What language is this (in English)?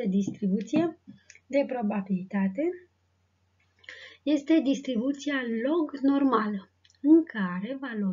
Romanian